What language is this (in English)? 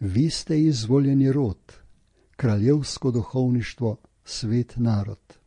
Slovenian